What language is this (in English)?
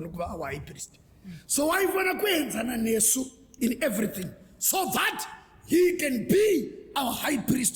Shona